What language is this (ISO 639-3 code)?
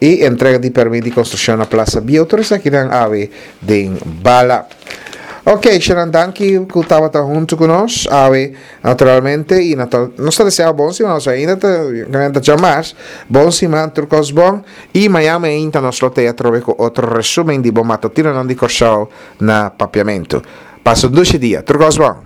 pap